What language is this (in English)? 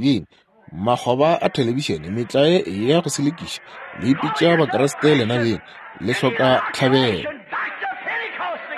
Northern Sotho